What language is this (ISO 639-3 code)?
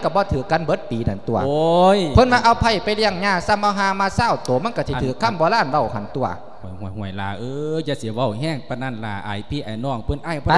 lao